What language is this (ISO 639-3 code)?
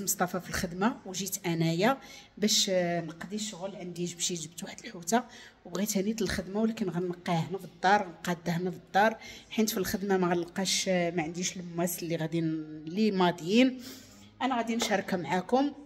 ary